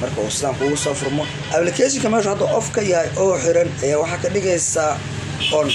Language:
Somali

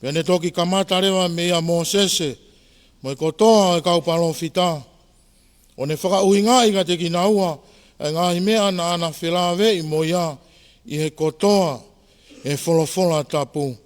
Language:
Tongan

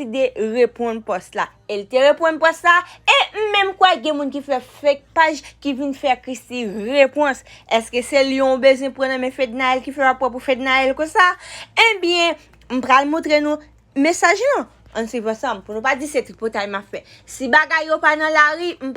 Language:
Haitian Creole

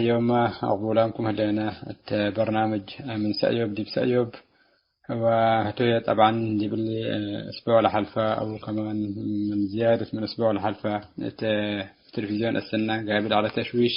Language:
Tigre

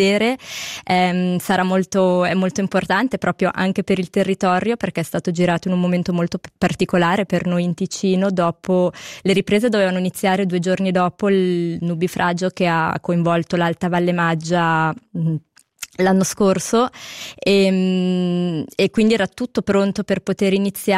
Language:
Italian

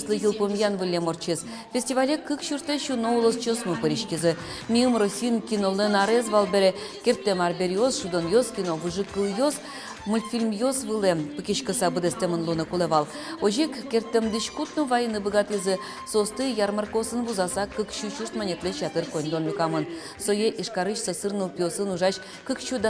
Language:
Udmurt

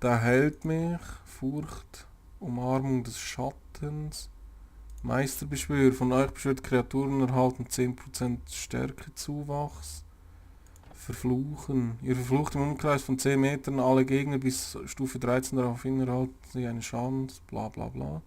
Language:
Swiss German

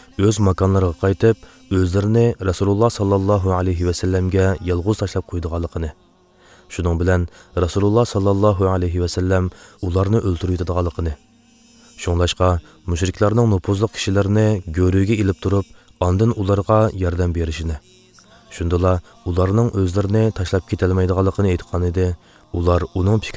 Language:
Uyghur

